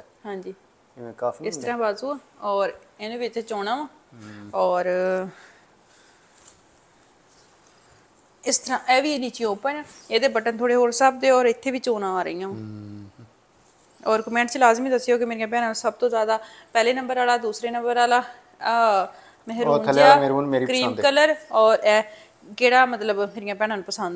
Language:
Punjabi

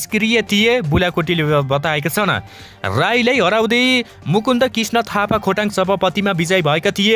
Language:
Nepali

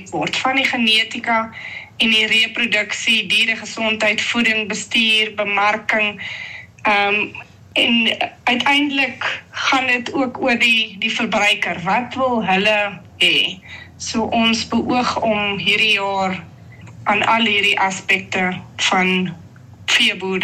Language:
Afrikaans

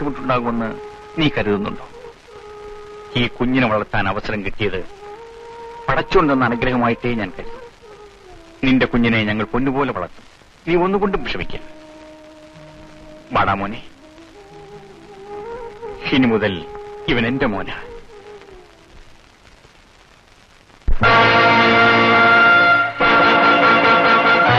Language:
Malayalam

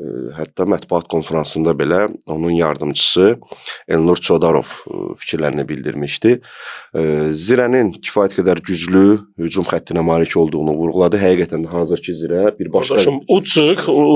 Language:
Azerbaijani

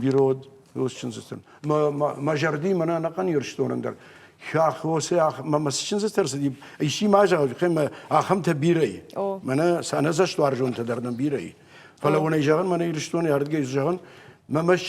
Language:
Ossetic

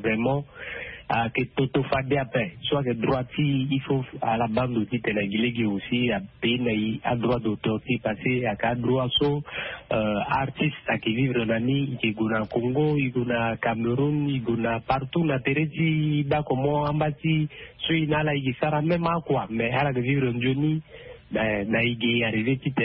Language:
Sango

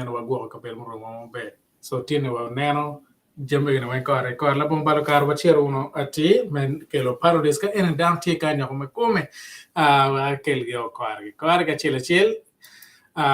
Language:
Acoli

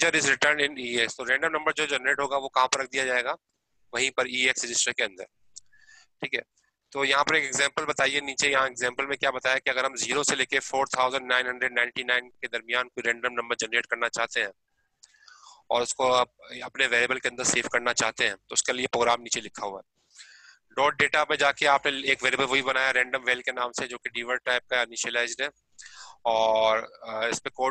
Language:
Hindi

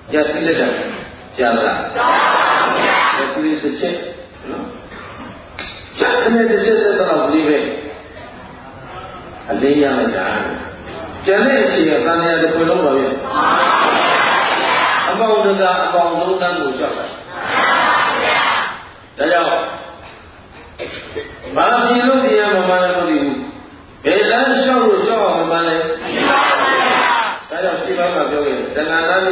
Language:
Burmese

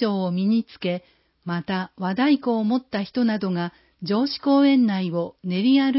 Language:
Japanese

